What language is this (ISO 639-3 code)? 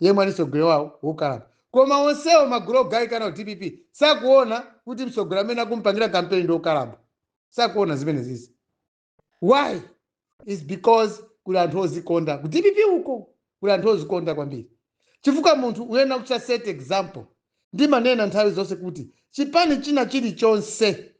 nya